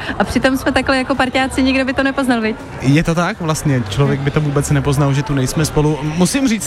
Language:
Czech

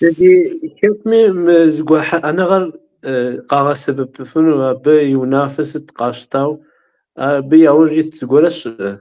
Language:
Kabardian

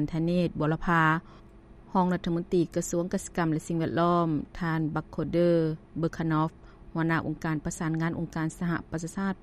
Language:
Lao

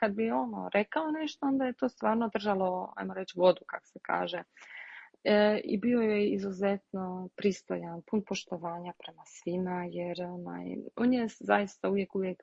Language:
Croatian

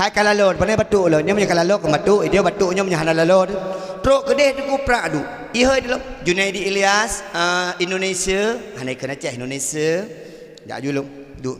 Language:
Achinese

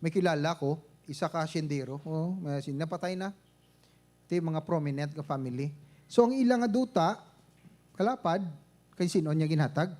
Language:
Hiligaynon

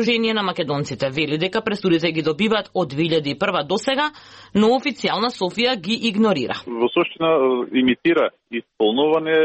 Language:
Macedonian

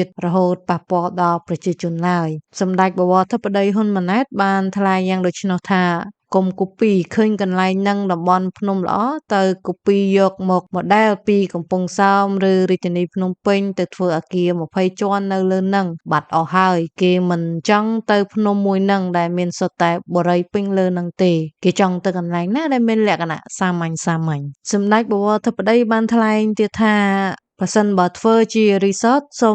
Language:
Khmer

